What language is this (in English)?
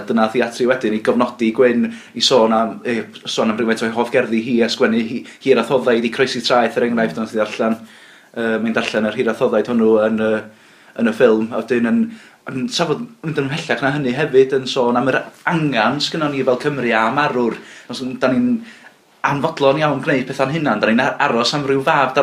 Welsh